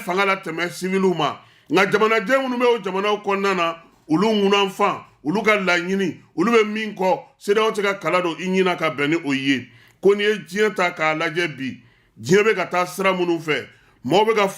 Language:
Bambara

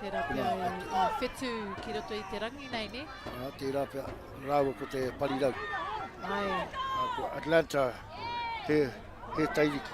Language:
Māori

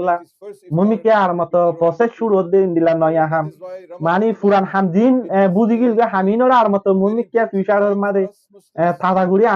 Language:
Rohingya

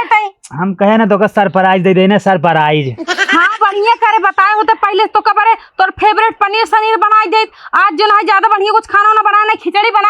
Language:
Awadhi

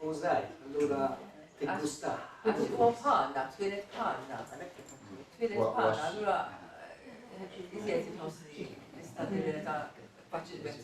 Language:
Maltese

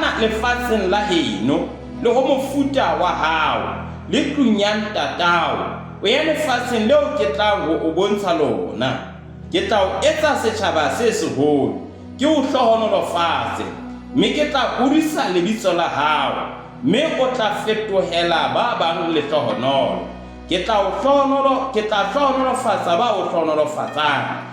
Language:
Southern Sotho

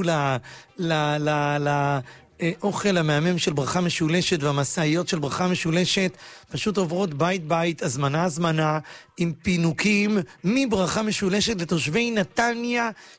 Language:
Hebrew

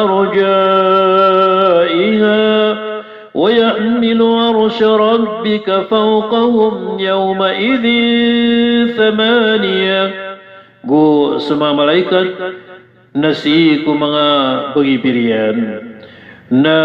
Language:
Maranao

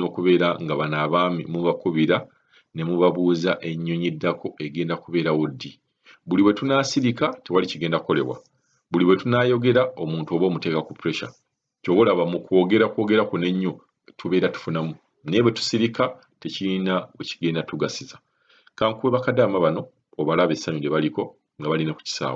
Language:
Ganda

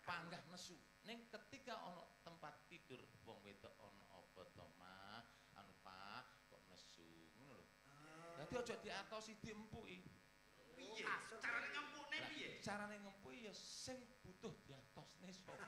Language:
Javanese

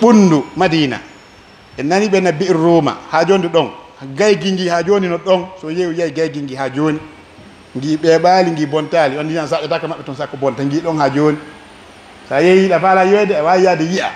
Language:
Pular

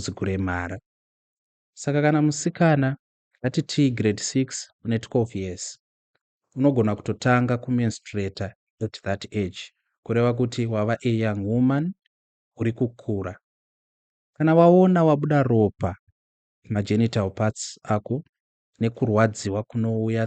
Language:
Shona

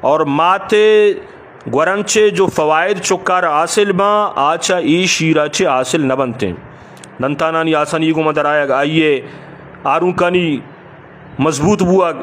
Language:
Eastern Balochi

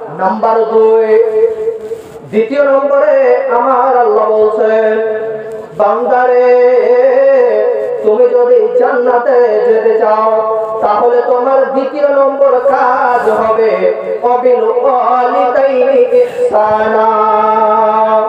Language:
Bangla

